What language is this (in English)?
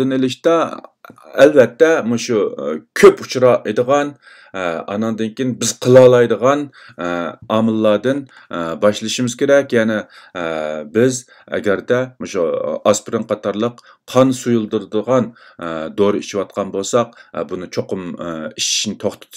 Uyghur